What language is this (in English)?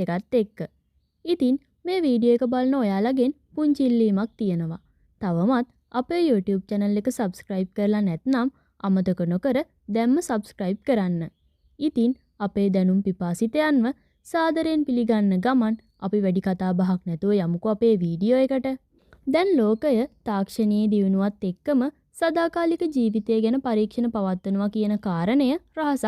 Sinhala